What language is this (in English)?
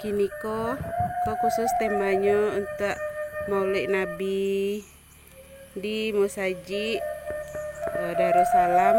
Minangkabau